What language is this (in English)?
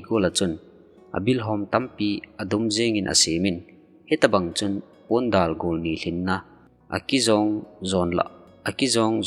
Thado Chin